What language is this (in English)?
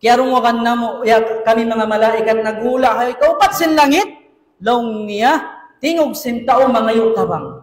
Tausug